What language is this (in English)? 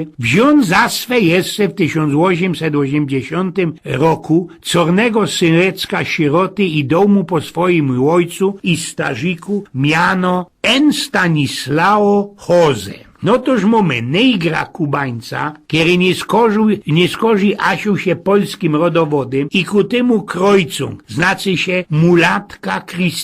Silesian